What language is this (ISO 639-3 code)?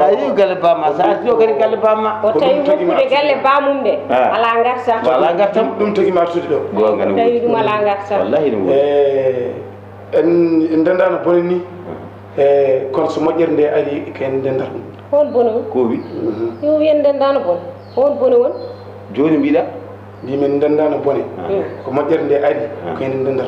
ful